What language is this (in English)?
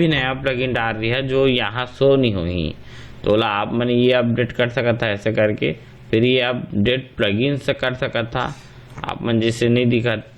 Chhattisgarhi